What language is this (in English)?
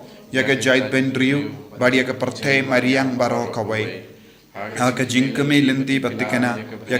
Khasi